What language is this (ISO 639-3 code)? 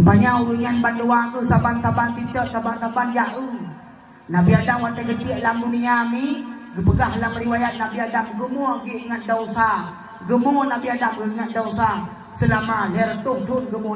ace